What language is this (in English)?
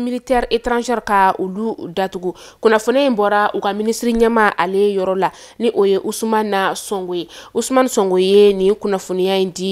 Bambara